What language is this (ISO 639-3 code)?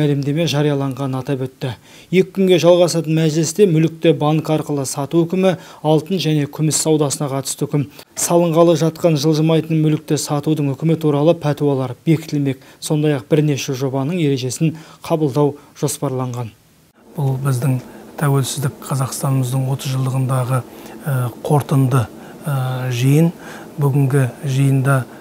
kaz